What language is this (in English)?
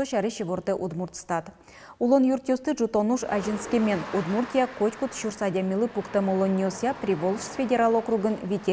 Udmurt